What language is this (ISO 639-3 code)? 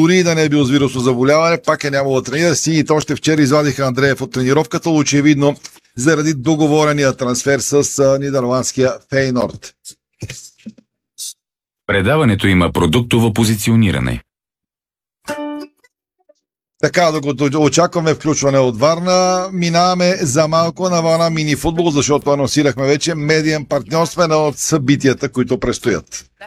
bul